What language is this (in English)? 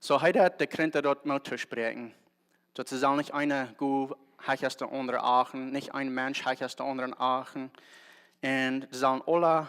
Plautdietsch